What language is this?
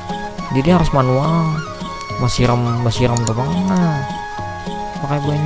Banjar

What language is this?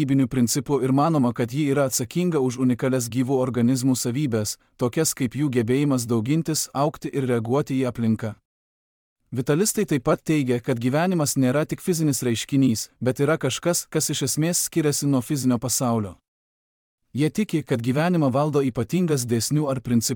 Lithuanian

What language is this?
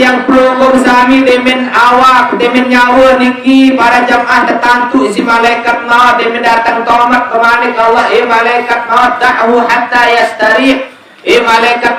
Sasak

